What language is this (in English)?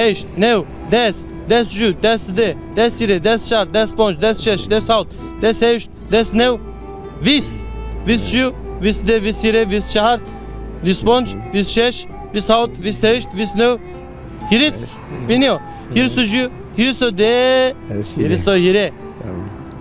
Zaza